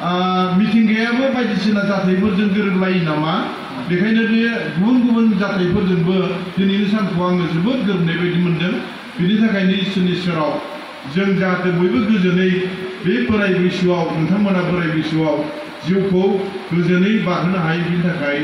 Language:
Bodo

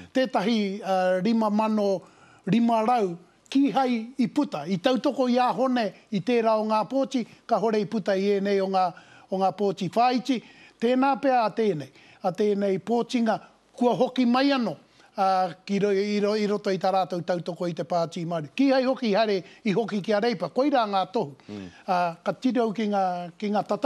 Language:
Māori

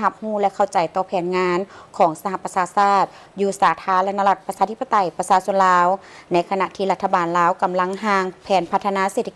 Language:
Lao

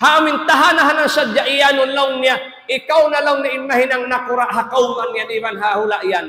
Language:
Tausug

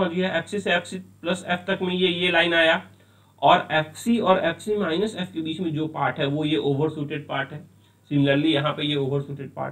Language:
Hindi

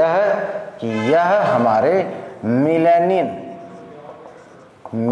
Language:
Hindi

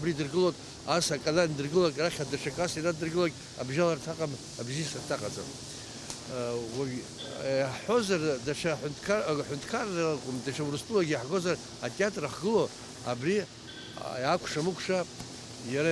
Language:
Abkhazian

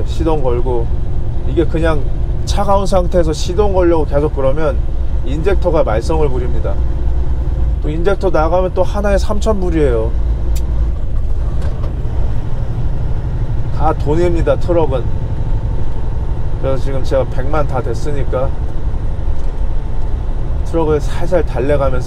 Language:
Korean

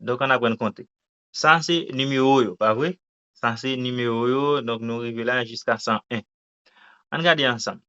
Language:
Haitian Creole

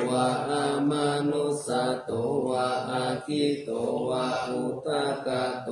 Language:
Pali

